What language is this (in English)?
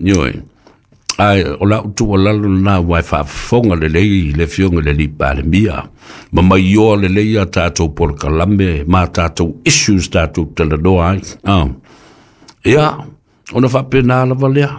Samoan